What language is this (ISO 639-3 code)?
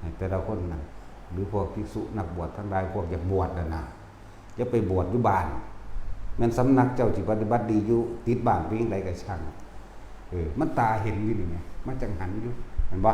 tts